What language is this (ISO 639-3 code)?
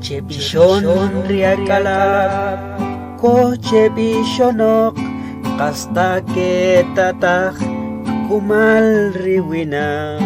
quc